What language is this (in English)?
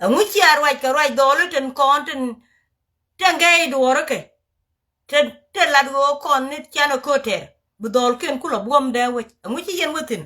Nuer